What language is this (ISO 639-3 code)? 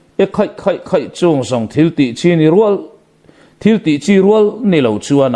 lus